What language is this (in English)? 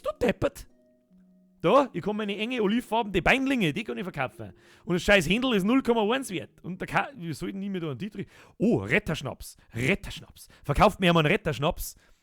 Bavarian